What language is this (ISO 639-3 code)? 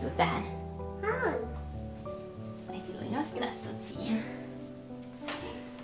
fin